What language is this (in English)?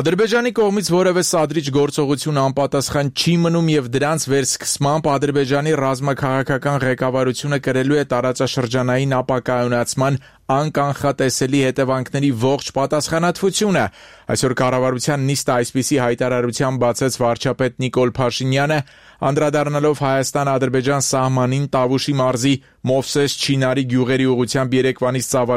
Armenian